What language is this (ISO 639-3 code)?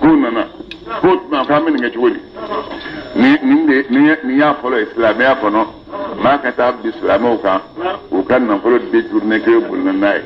bam